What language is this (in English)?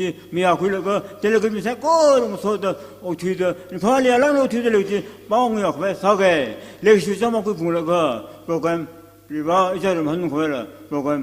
Tangkhul Naga (India)